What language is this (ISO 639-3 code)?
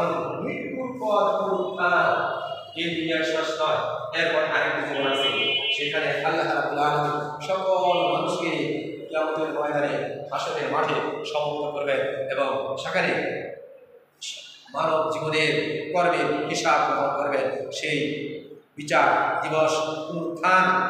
ben